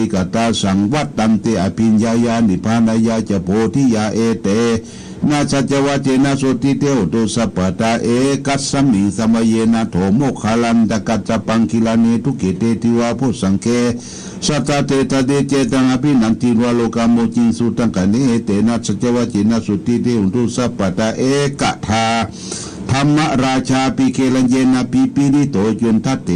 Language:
Pali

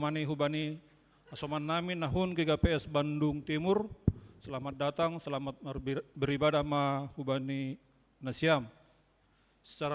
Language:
Batak Simalungun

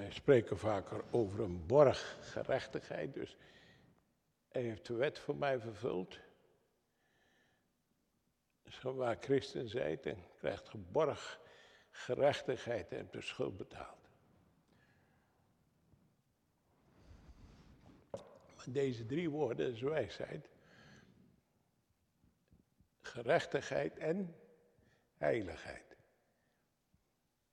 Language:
Dutch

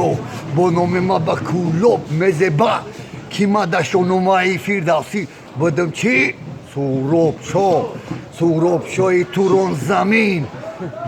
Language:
Tajik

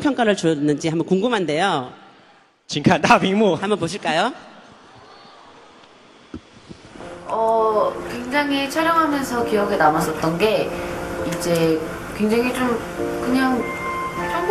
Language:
Korean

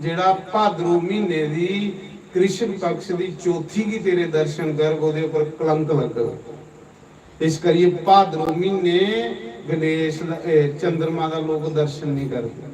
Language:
Dogri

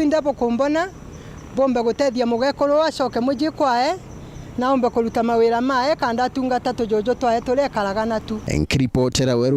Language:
Meru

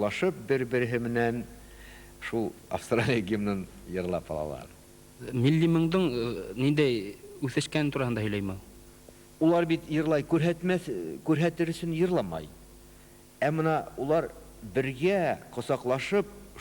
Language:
Bashkir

